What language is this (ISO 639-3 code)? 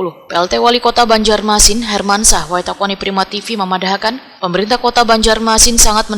bjn